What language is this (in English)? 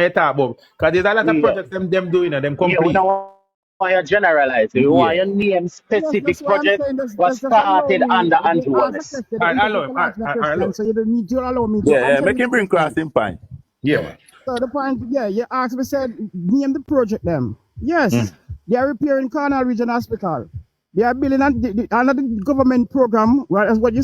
Jamaican Creole English